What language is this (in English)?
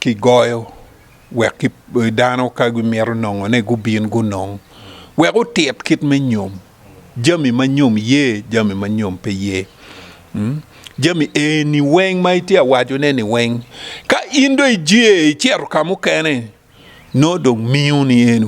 Acoli